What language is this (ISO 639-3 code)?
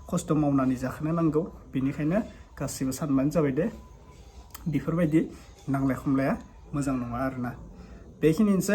brx